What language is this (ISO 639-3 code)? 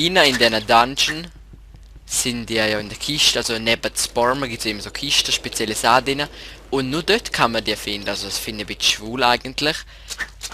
gsw